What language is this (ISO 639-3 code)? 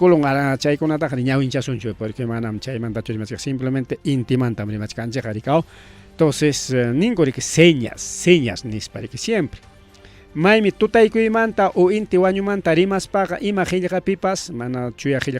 quy